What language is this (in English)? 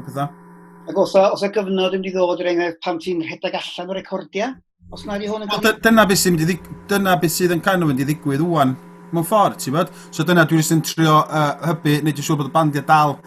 Welsh